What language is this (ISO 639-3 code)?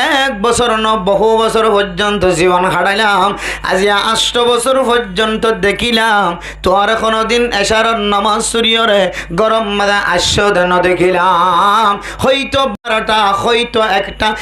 rhg